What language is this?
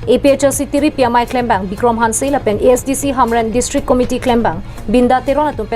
Karbi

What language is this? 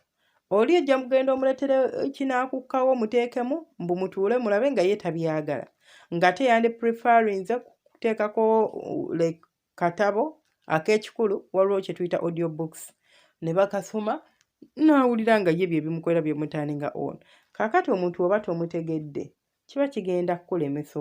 Ganda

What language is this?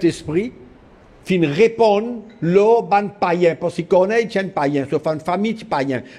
Morisyen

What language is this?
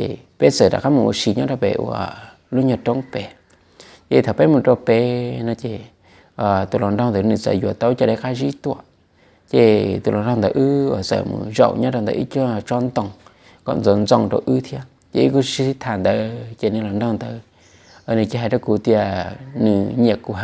Hmong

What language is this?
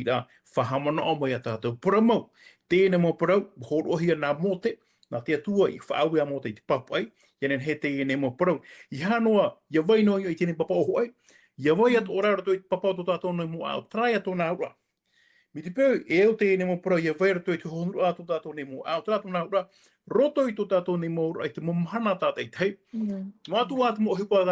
Tahitian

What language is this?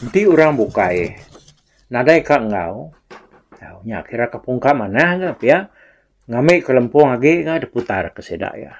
Iban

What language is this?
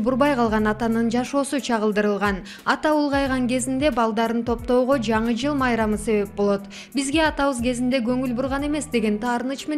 Kyrgyz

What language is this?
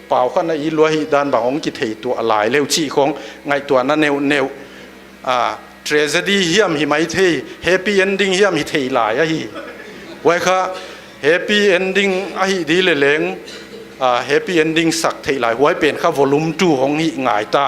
Paite Chin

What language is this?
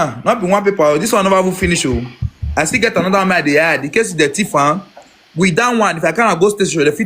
Nigerian Pidgin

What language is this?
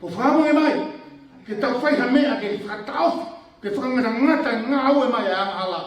Tongan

